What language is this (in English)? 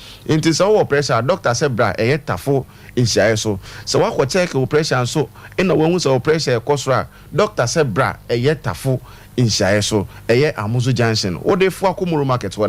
Akan